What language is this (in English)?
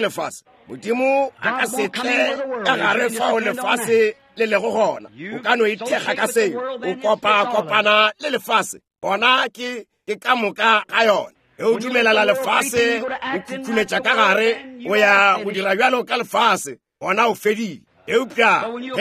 Northern Sotho